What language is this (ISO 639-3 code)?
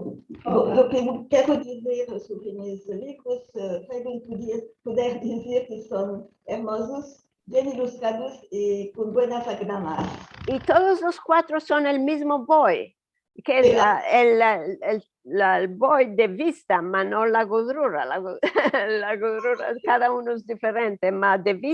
lad